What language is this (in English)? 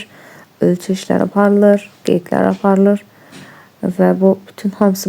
Azerbaijani